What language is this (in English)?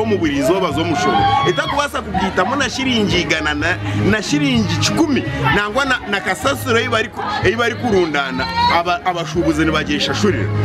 Nyankole